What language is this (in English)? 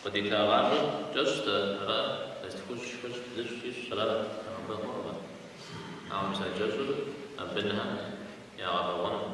Kabardian